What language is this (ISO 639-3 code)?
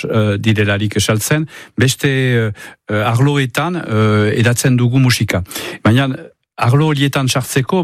eus